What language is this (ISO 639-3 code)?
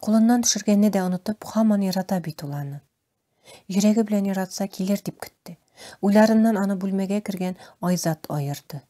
tat